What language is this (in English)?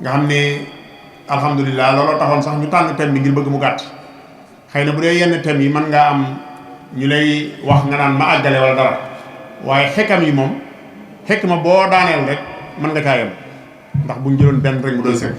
Wolof